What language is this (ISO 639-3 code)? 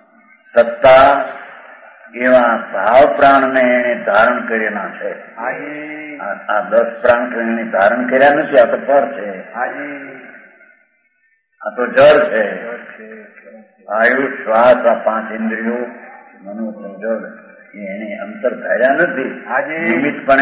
guj